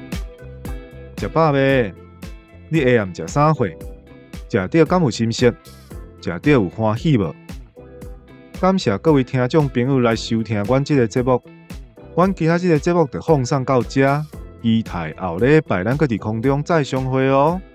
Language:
Min Nan Chinese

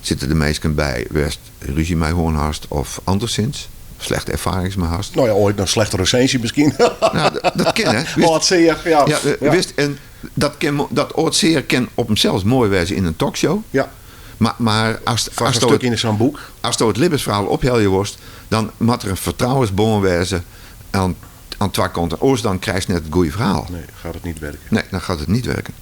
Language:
Western Frisian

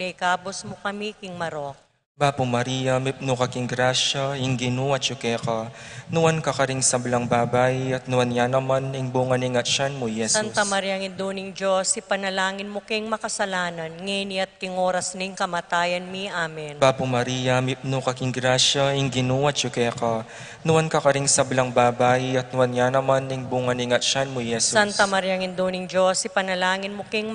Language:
Pampanga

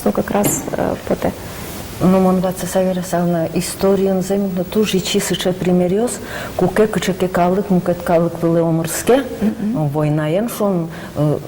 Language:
Udmurt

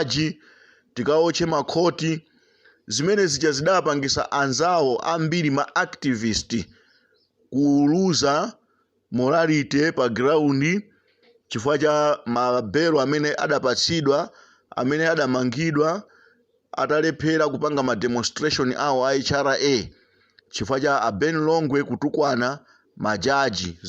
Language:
Nyanja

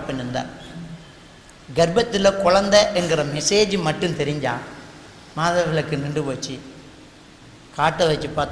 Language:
Tamil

